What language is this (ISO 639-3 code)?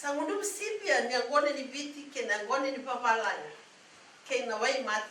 fij